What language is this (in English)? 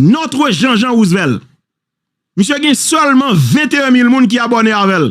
Haitian Creole